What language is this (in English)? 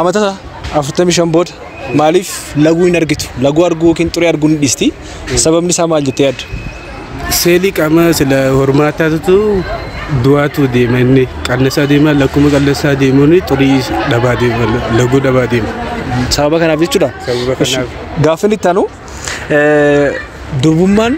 Oromo